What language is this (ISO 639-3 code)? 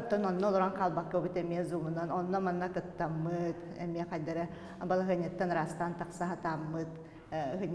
sah